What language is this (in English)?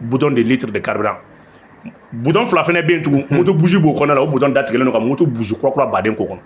Bambara